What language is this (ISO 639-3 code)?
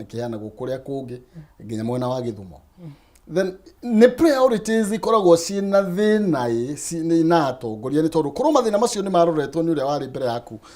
kik